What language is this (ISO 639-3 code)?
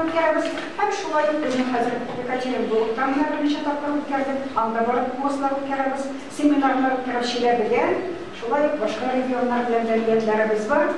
tat